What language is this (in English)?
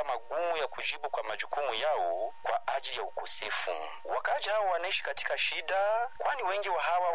Swahili